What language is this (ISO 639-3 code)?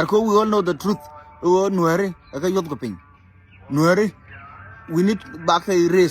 nus